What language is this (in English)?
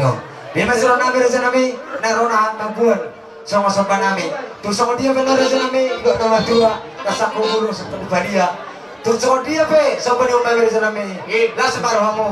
Batak Toba